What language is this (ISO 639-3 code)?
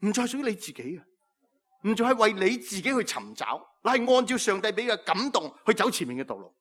yue